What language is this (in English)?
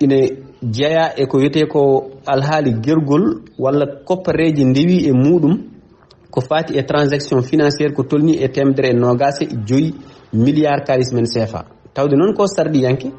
Fula